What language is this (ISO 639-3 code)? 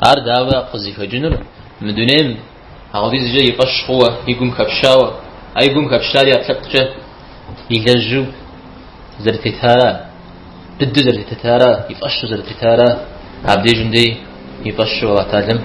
kbd